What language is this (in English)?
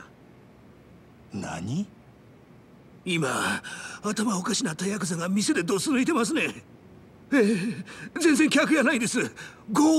Japanese